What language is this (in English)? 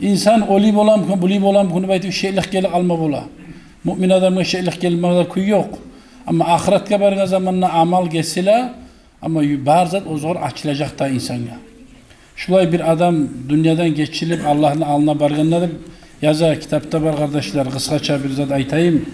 Kumyk